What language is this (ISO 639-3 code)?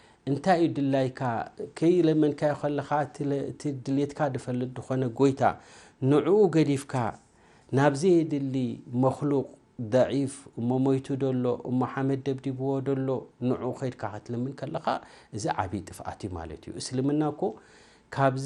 tir